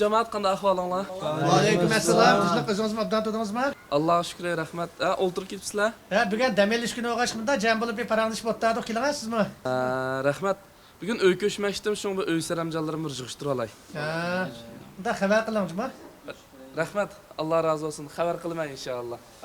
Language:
Uyghur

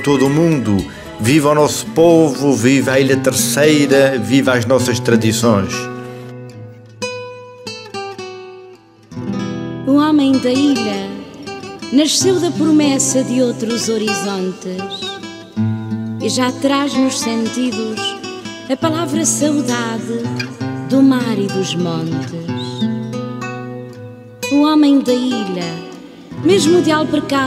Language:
Portuguese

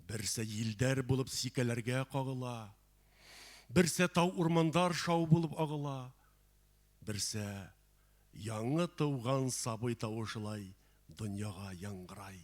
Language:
Bashkir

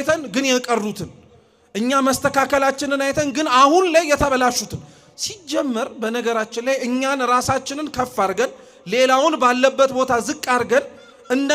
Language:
Amharic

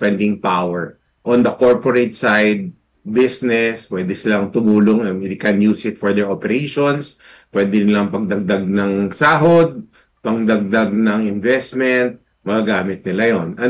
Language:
Filipino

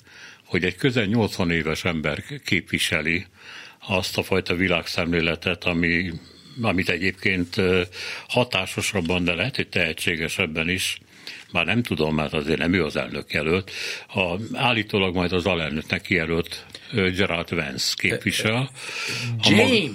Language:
Hungarian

